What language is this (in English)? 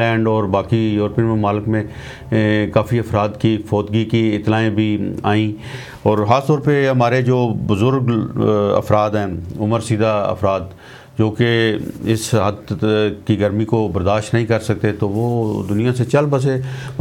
Urdu